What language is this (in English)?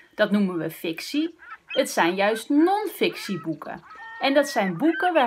Dutch